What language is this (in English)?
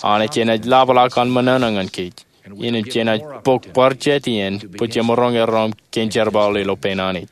Marshallese